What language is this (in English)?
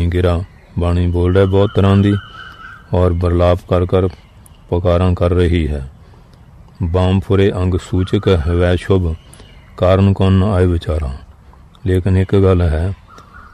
Punjabi